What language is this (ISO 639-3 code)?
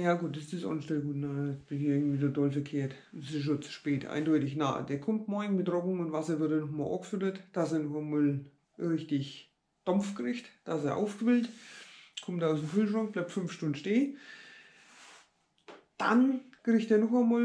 deu